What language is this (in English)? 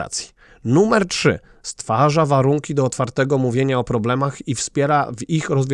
Polish